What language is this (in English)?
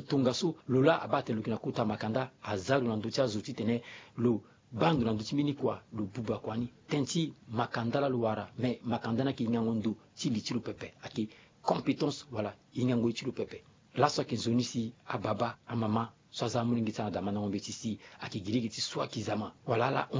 Sango